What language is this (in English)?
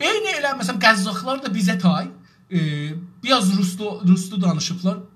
South Azerbaijani